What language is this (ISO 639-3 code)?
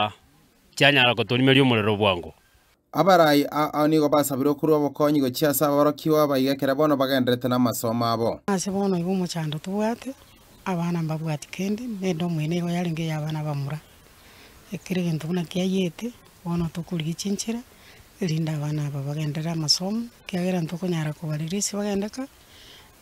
guz